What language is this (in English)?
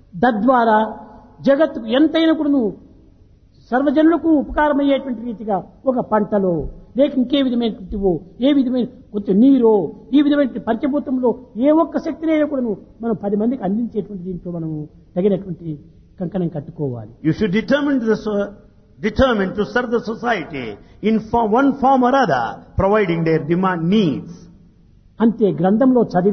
Telugu